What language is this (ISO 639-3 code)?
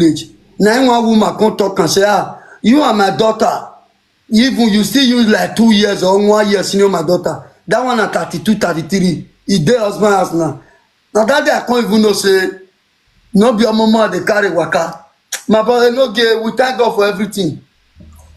pcm